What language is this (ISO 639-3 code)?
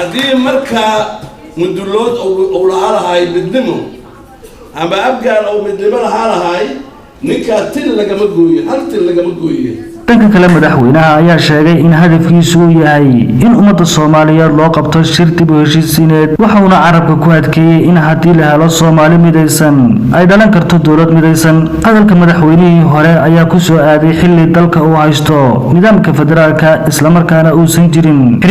som